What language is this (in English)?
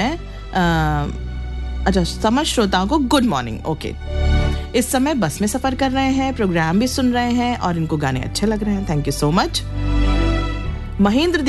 Hindi